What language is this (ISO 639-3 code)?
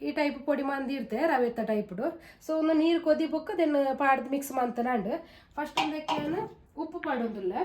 tcy